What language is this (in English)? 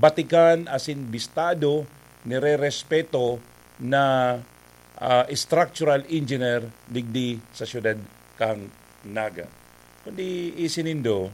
Bikol